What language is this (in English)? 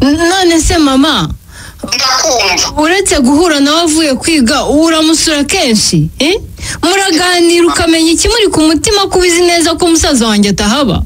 Kinyarwanda